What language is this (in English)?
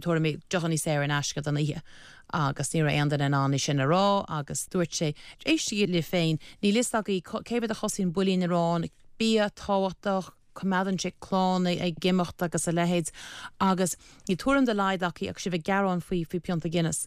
Irish